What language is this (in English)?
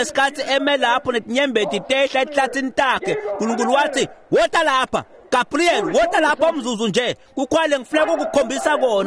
Swati